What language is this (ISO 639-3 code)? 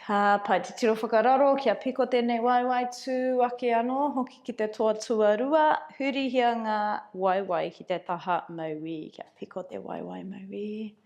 mri